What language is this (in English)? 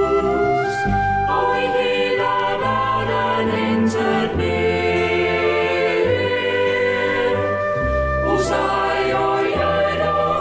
Danish